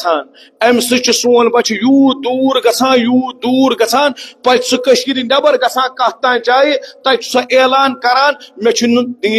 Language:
Kashmiri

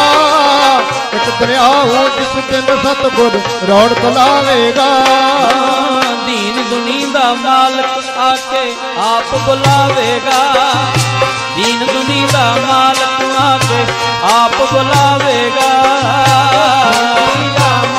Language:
Punjabi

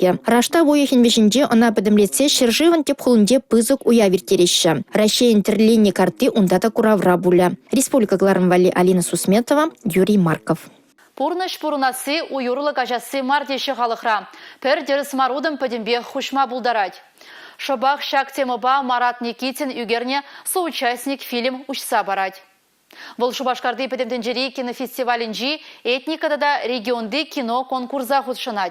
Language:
Chuvash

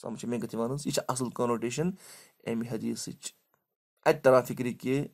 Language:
Kashmiri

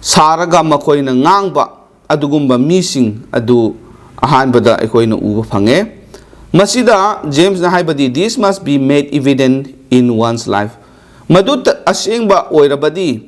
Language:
Manipuri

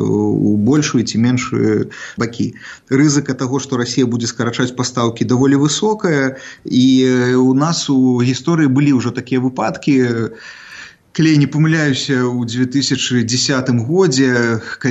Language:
Belarusian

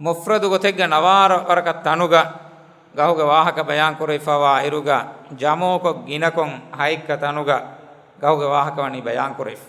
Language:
Divehi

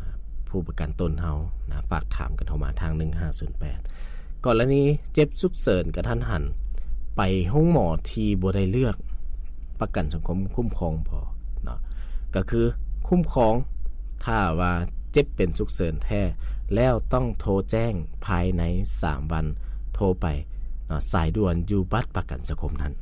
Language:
Lao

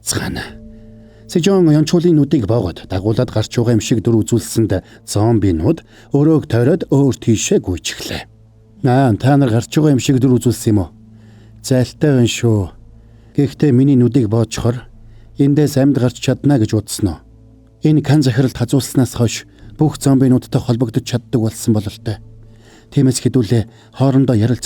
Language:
Mongolian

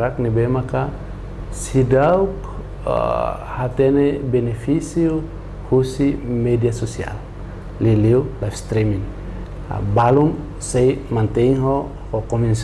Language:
Tetum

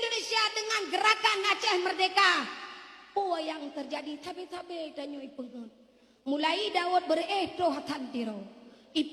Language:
Achinese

